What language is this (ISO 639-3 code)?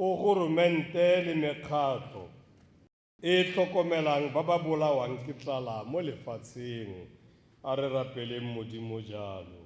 tsn